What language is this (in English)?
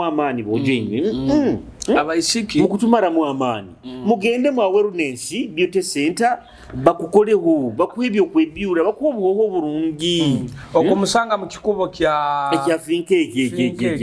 Nyoro